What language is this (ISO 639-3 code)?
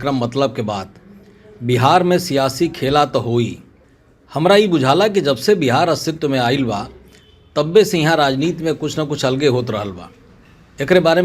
bho